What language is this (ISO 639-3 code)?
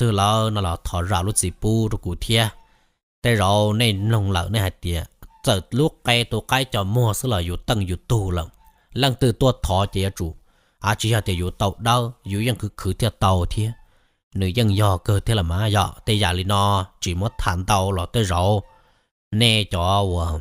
hmn